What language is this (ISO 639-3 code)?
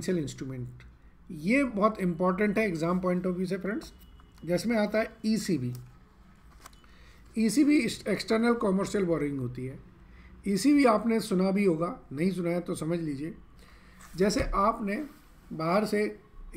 hin